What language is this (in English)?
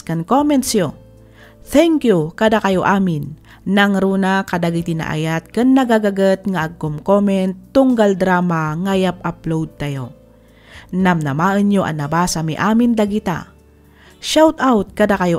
Iloko